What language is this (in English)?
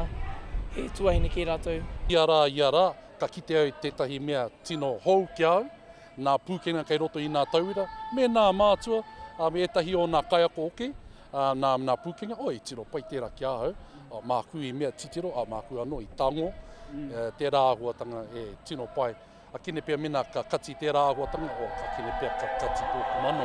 Māori